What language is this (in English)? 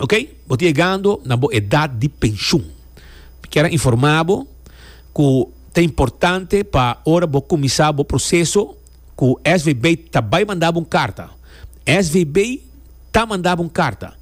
Papiamento